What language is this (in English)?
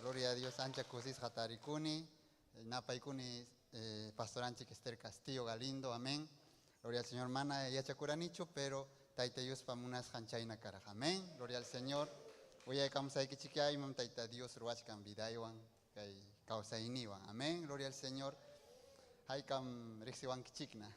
Ayacucho Quechua